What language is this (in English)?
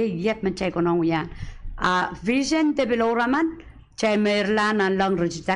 Pohnpeian